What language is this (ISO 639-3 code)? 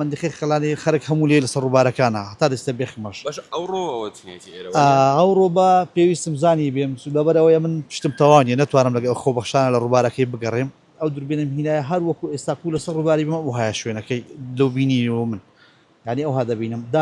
ckb